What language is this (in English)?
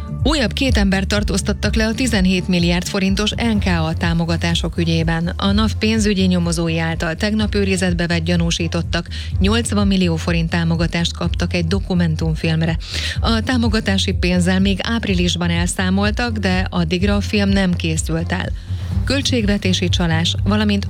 Hungarian